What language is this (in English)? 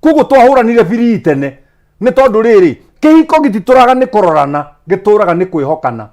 Kikuyu